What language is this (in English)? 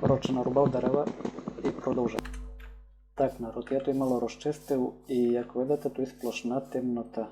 Rusyn